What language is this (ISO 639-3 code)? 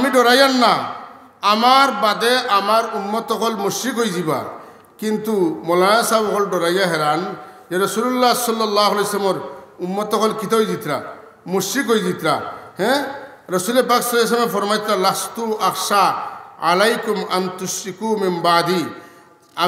syl